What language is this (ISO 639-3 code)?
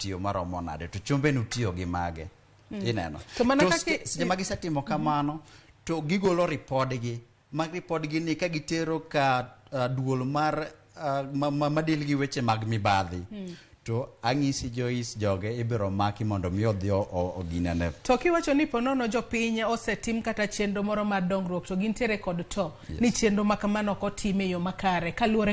luo